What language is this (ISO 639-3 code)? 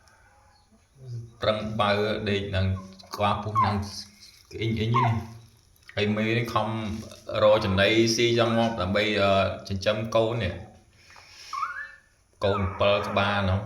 khm